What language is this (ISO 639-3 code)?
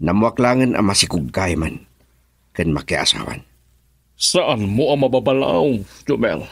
ilo